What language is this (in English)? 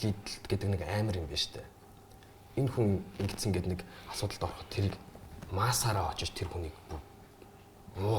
Mongolian